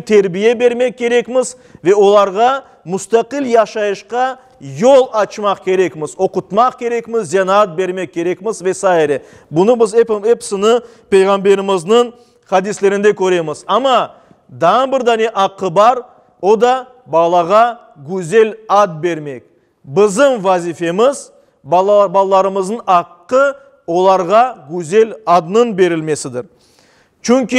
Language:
Crimean Tatar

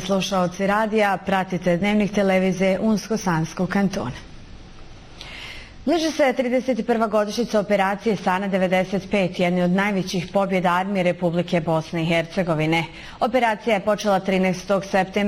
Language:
Bosnian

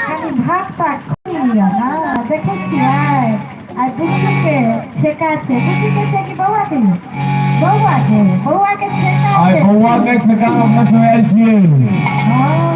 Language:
Maithili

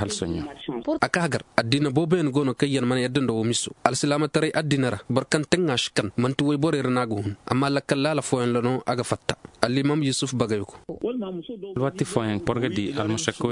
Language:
Koyraboro Senni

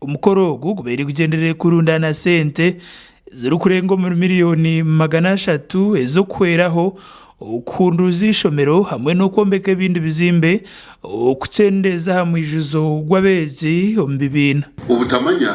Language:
Nyankole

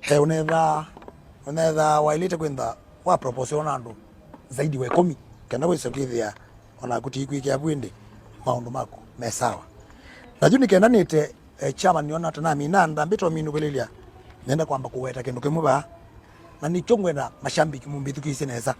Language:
Kamba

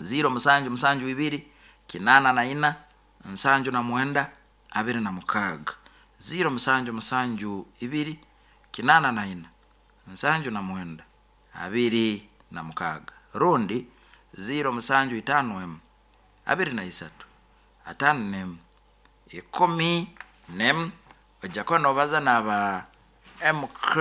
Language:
Nyankole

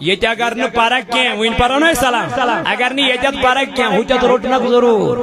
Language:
Kashmiri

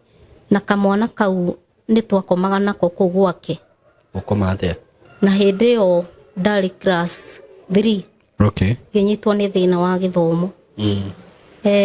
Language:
Kikuyu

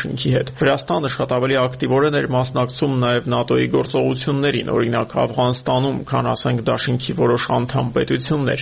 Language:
Armenian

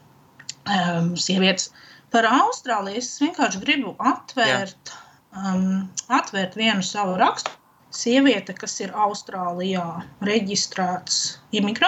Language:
Latvian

